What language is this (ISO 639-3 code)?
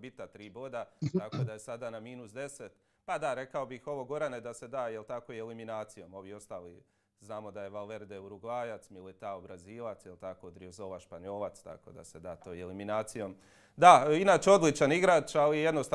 hrv